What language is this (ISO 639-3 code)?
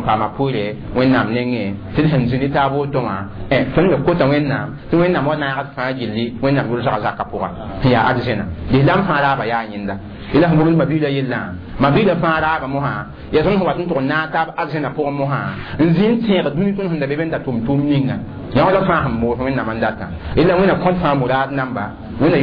mos